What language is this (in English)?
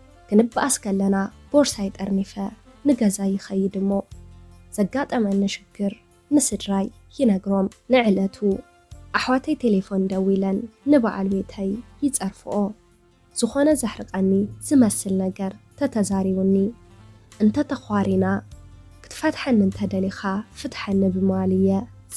Tigrinya